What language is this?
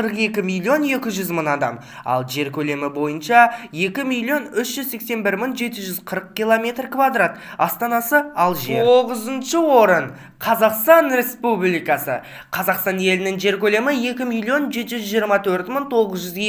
Kazakh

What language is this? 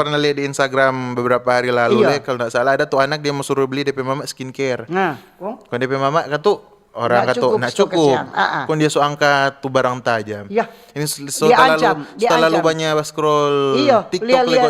Manado Malay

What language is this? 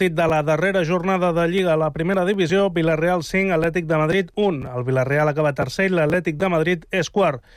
Catalan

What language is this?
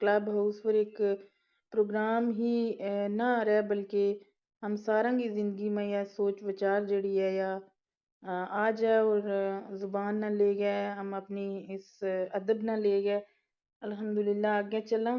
Gujari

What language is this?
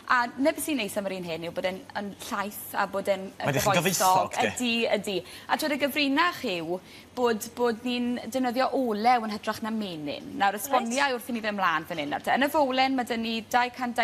Welsh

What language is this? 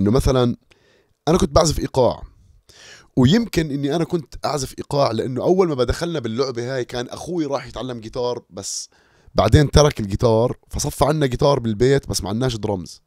North Levantine Arabic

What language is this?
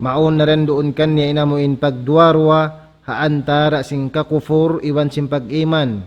Tausug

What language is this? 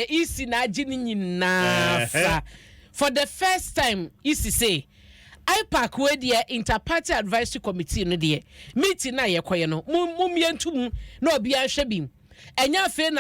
Akan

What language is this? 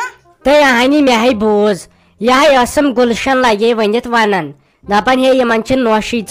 Kashmiri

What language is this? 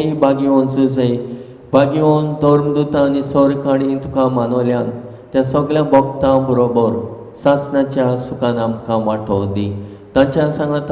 Konkani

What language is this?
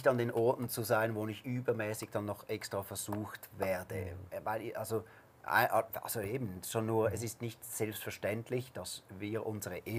Swiss German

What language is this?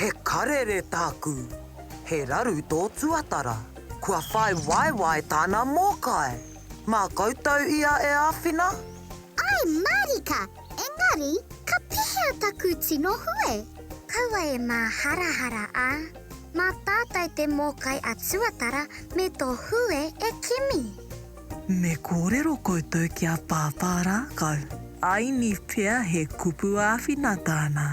Māori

